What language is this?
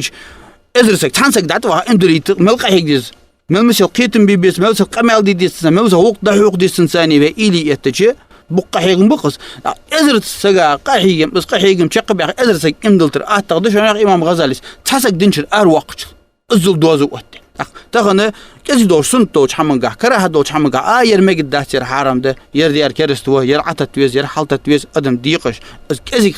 Ingush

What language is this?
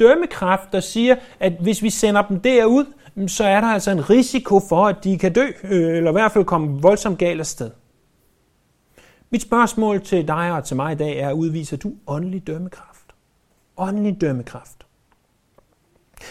Danish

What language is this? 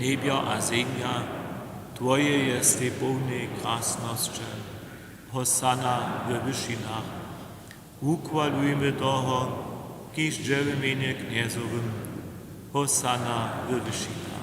Upper Sorbian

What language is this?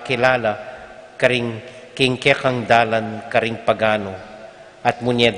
Pampanga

